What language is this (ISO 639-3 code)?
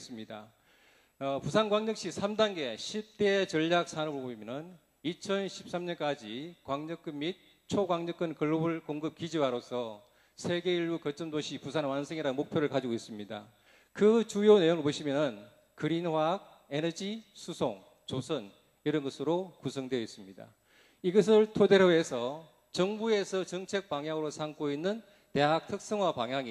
kor